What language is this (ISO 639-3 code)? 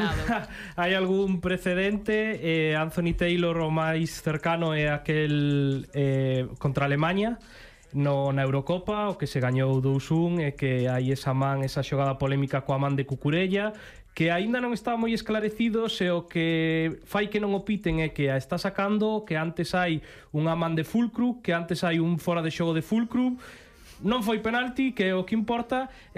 glg